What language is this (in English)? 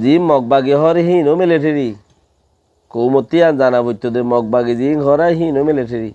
Rohingya